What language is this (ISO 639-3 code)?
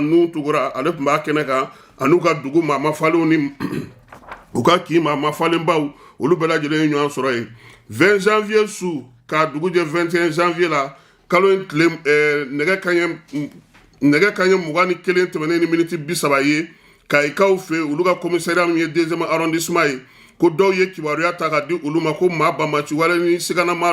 bam